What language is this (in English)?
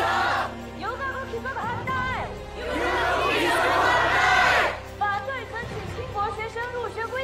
Chinese